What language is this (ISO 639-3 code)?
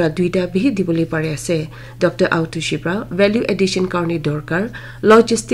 nag